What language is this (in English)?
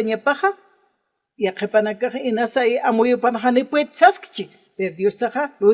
Aymara